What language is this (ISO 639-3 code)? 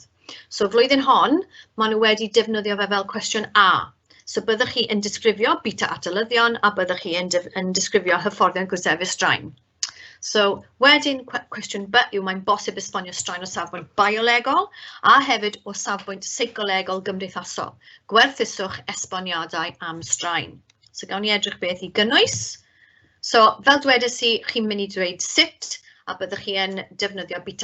cym